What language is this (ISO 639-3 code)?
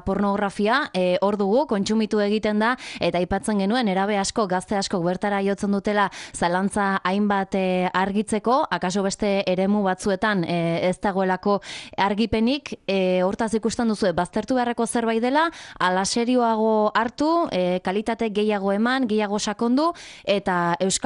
eus